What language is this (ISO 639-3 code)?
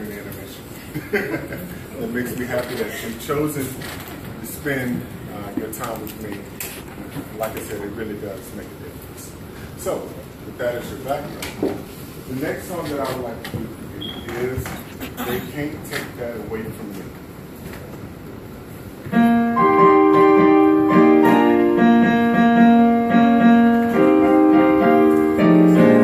eng